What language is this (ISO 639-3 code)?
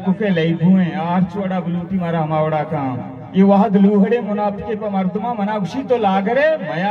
bal